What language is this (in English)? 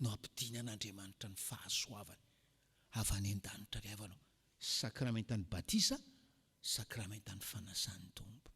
Malagasy